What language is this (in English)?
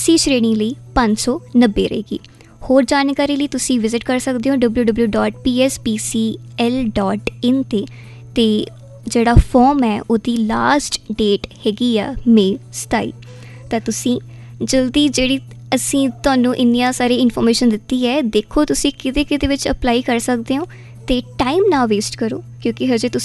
Punjabi